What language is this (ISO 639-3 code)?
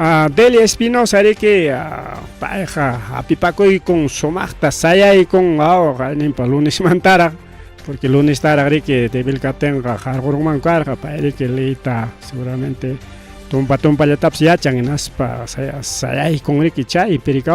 quy